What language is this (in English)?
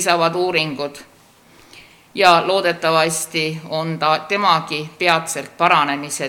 Estonian